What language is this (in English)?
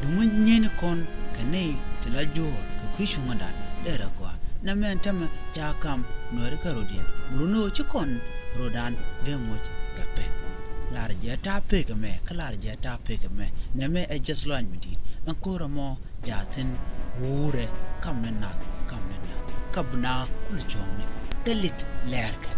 Nuer